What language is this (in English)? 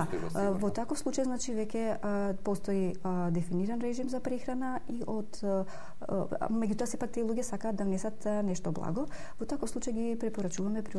Macedonian